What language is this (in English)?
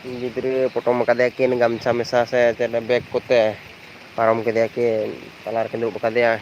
Santali